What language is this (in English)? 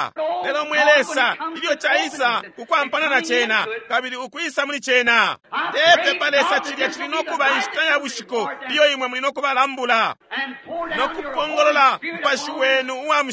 Bemba